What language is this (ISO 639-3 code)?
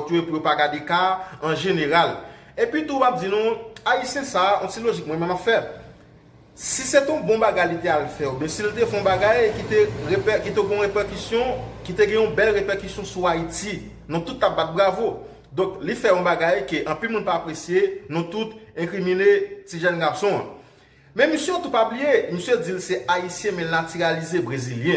hat